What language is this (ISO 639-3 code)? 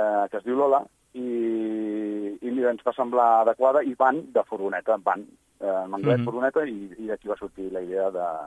cat